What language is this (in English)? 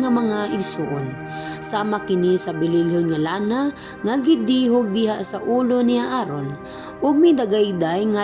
Cebuano